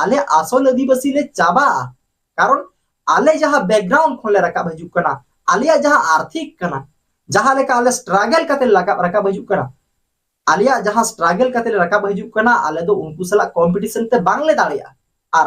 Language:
Santali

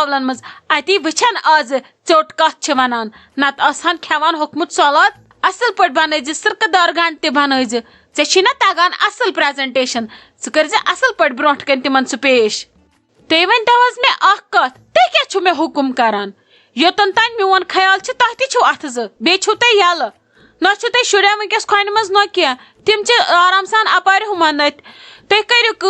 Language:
Kashmiri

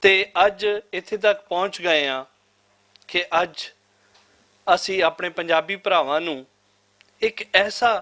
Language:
Western Panjabi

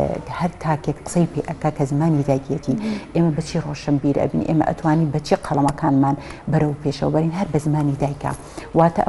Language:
Central Kurdish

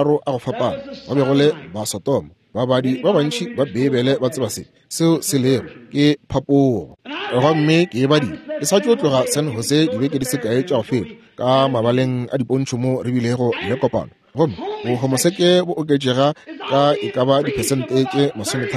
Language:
Northern Sotho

